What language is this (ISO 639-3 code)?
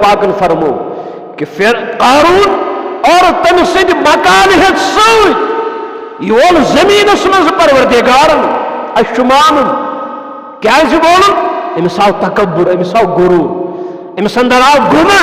kas